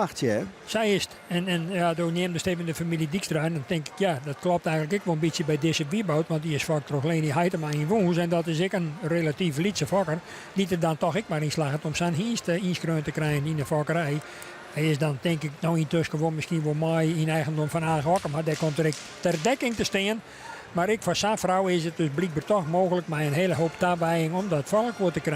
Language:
Western Frisian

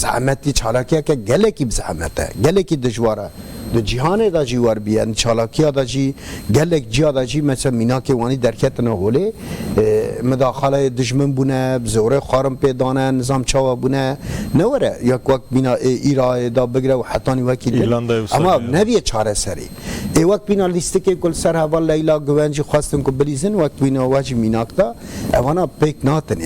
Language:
Kurdish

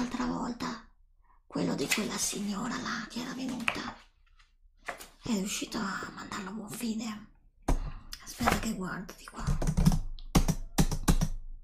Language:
Italian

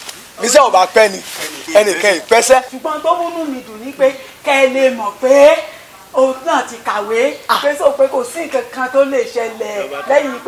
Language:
Yoruba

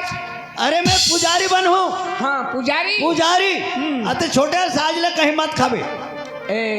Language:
Chhattisgarhi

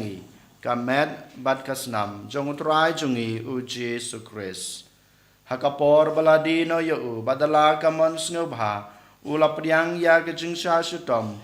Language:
Khasi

